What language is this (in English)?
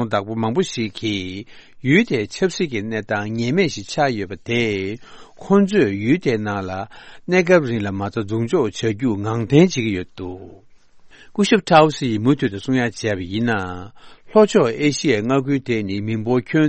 Tibetan